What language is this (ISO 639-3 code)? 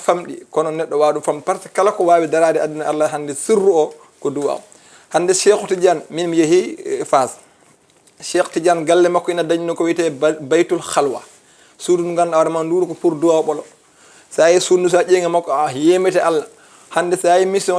ful